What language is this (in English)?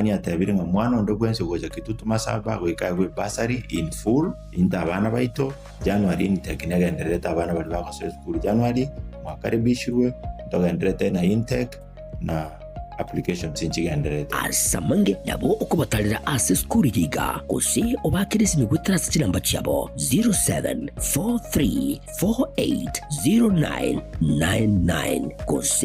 Gusii